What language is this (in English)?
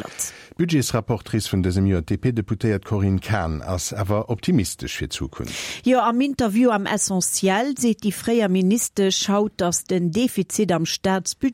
Luxembourgish